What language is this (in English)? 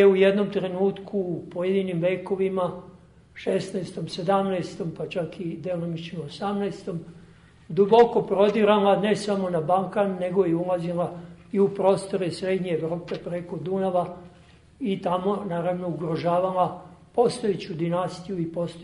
Serbian